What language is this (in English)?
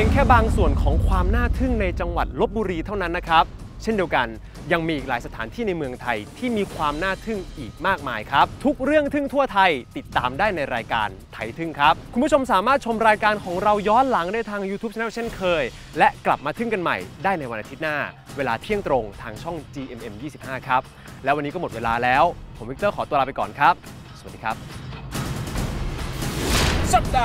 Thai